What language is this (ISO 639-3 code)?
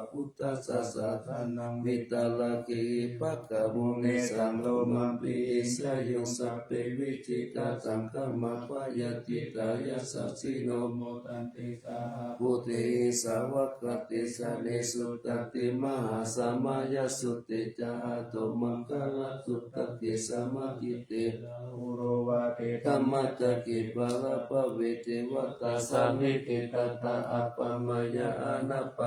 pli